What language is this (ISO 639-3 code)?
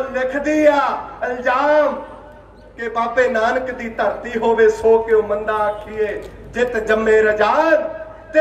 pan